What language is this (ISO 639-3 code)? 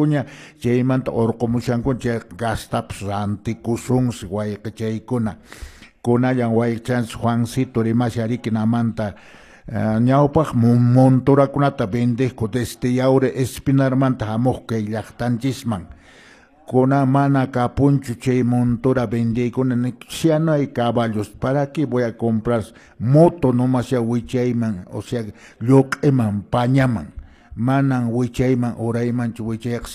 que